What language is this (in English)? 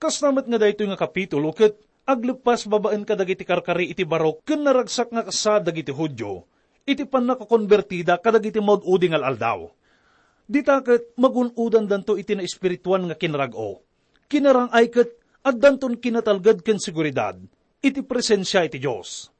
Iloko